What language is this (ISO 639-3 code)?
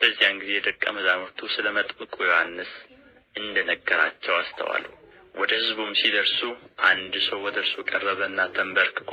amh